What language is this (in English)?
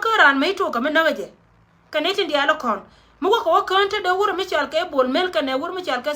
Nuer